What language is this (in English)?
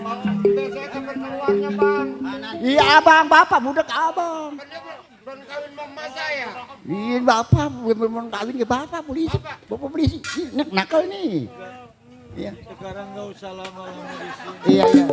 Betawi